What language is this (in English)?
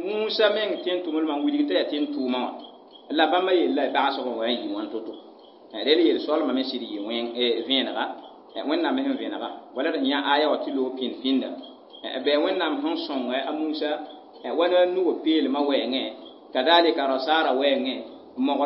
Mossi